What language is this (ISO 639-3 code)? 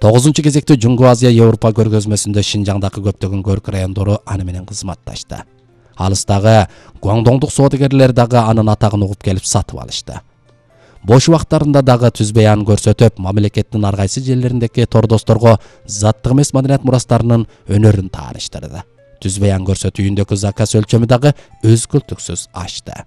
kir